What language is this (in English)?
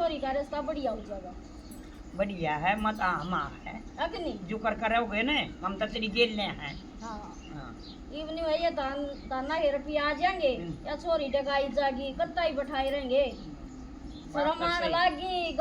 Haryanvi